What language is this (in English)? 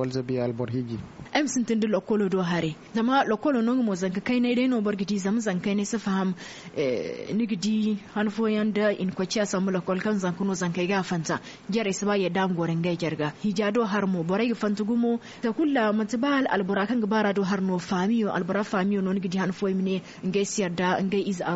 Zarma